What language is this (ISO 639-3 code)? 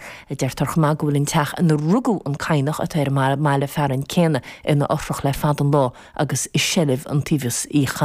gle